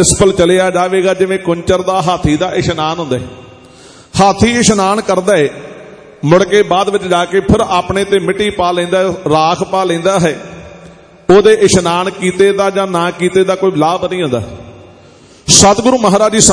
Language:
Punjabi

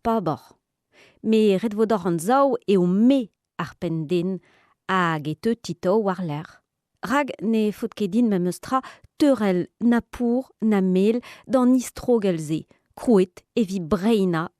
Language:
Breton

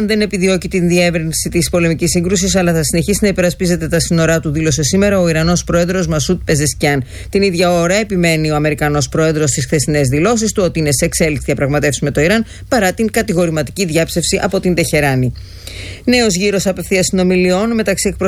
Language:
Greek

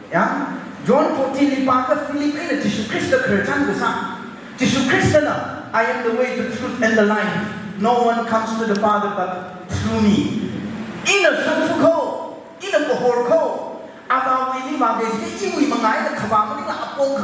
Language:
Tangkhul Naga (India)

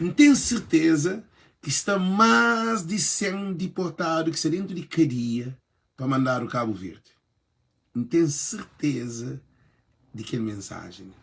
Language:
Kabuverdianu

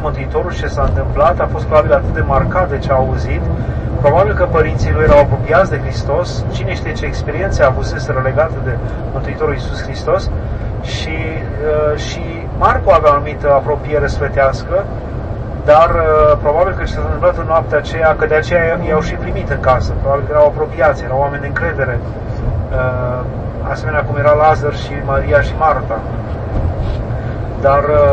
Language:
Romanian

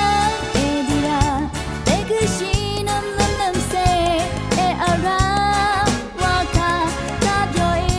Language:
Rawang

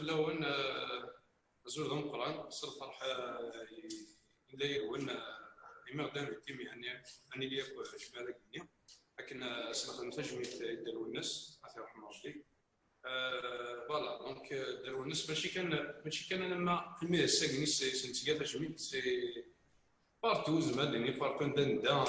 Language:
Kabyle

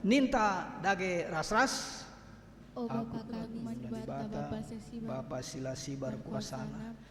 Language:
Batak Karo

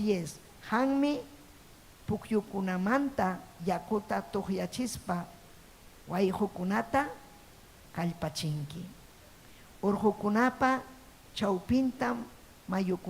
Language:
Ayacucho Quechua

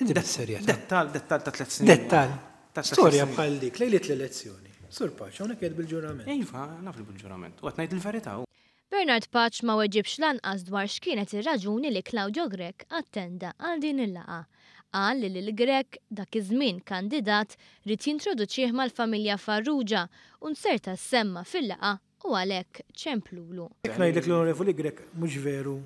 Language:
Maltese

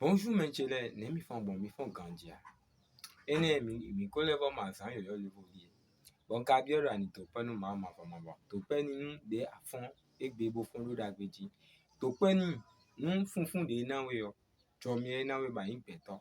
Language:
Fon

